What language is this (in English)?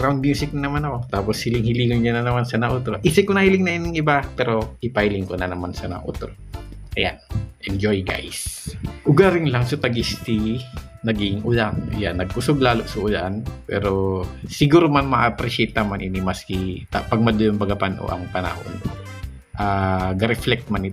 Bikol